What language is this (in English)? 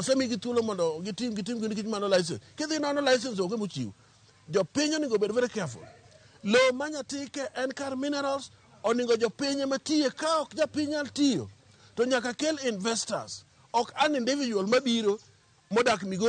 Luo (Kenya and Tanzania)